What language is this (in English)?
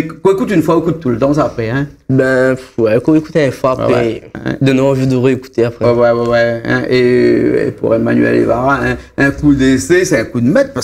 Réunion Creole French